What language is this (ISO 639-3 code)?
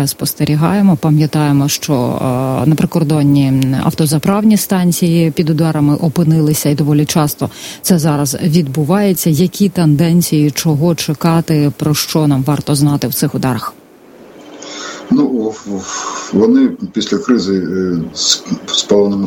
ukr